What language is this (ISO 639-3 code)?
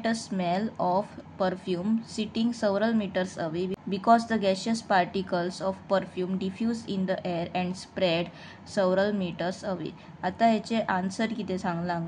kok